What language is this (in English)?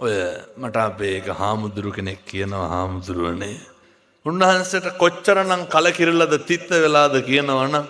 Sinhala